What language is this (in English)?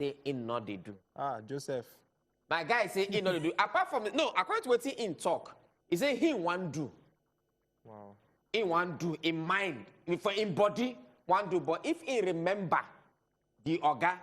Nigerian Pidgin